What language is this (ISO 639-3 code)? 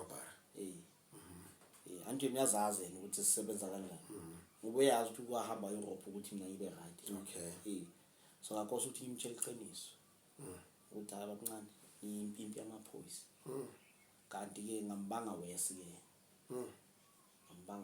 zul